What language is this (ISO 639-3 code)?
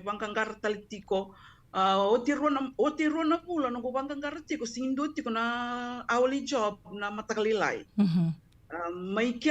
fij